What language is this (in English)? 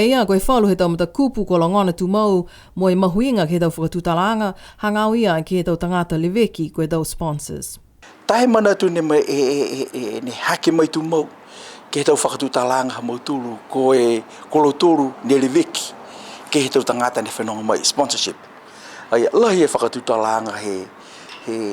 Niuean